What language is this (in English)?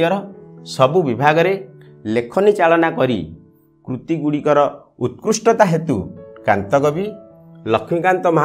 Odia